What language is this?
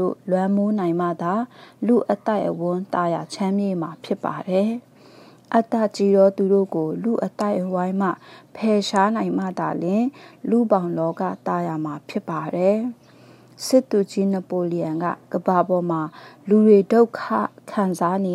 Burmese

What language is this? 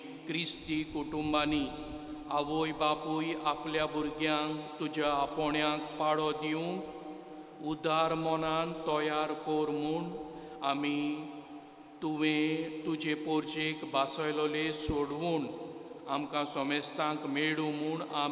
Konkani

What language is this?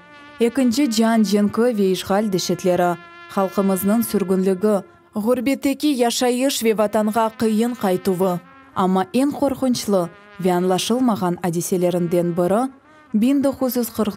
Crimean Tatar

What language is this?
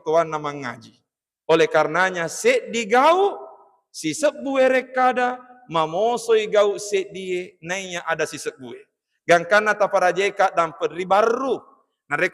Buginese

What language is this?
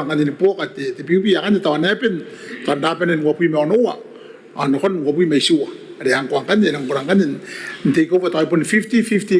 Gilbertese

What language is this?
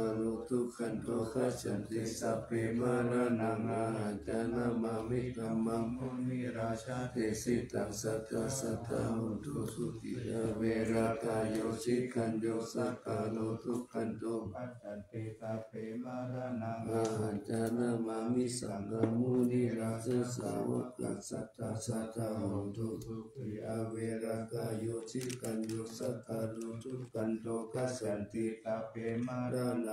Pali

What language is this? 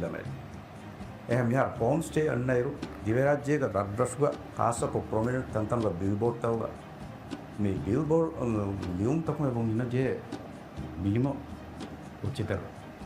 Divehi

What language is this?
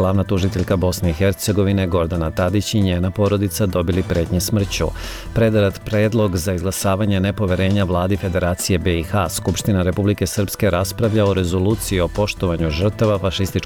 Serbian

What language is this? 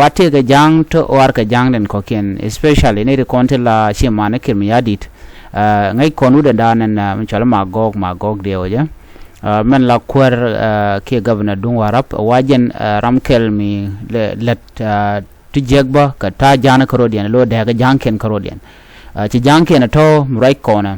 Nuer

